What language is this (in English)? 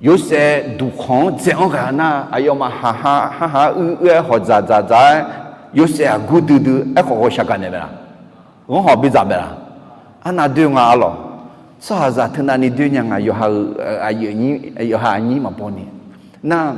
Akha